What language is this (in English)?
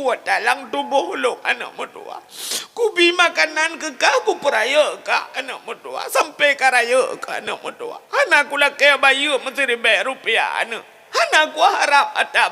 Achinese